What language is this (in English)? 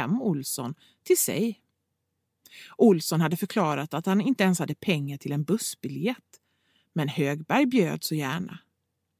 Swedish